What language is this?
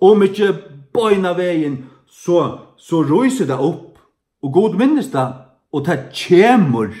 Faroese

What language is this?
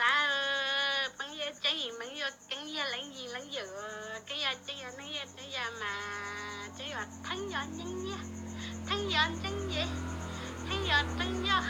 Hmong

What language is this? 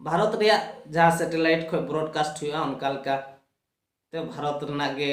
Santali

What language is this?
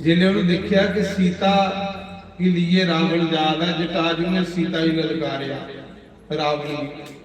Dogri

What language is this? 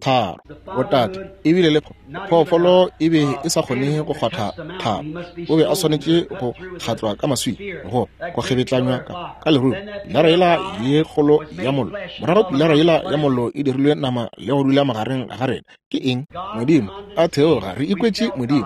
Northern Sotho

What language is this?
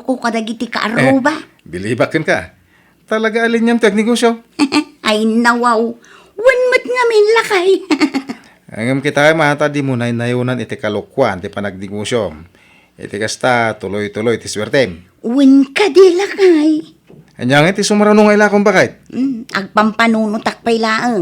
Iloko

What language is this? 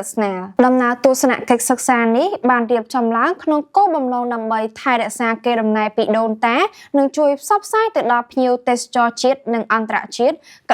Khmer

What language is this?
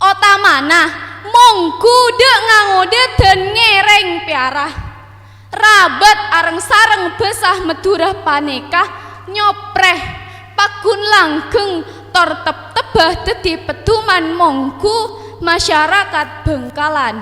Madurese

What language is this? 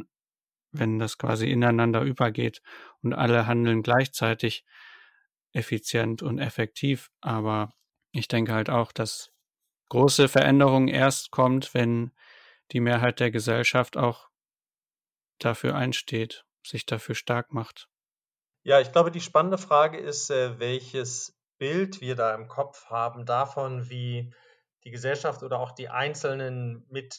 German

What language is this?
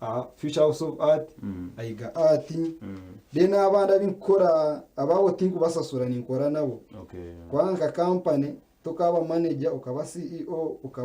Nyankole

